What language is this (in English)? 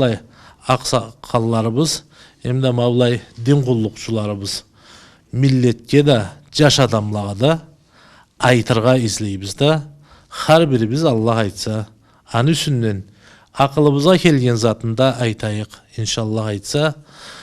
Karachay-Balkar